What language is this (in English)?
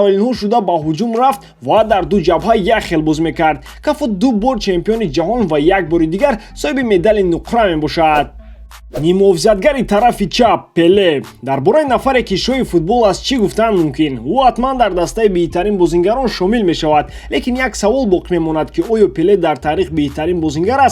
Tajik